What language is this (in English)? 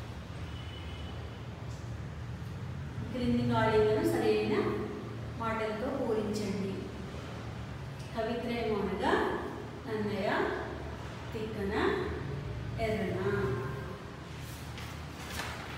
Telugu